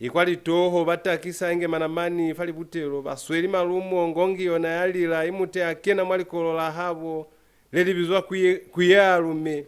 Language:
Lozi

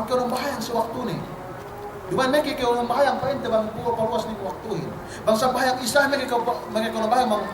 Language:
Yakan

